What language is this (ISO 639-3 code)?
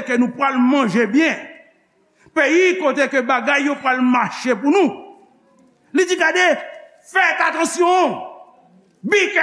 hat